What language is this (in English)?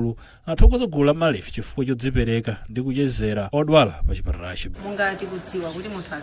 Nyanja